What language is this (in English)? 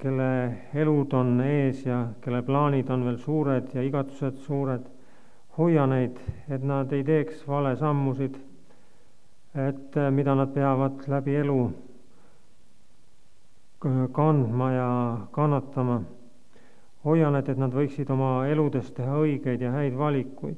Estonian